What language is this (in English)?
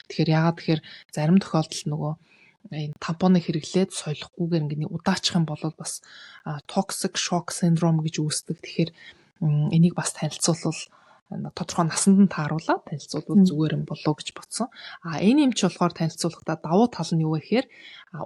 Mongolian